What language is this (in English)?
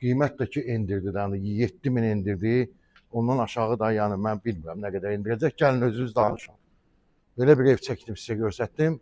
Azerbaijani